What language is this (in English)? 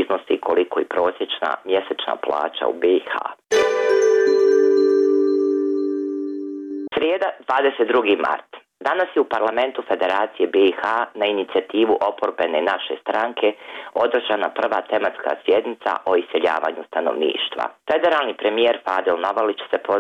Bosnian